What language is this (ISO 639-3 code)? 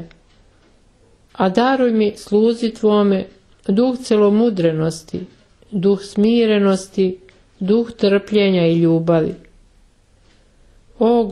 srp